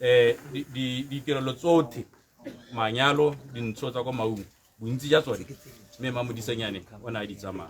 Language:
Tswana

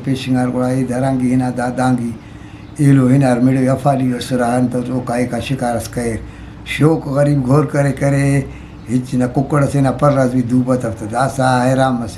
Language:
Brahui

